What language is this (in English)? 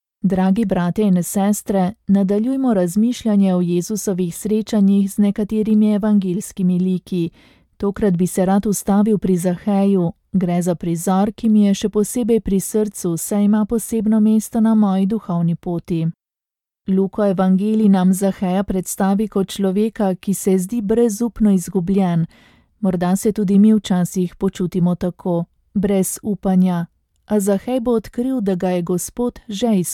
Slovenian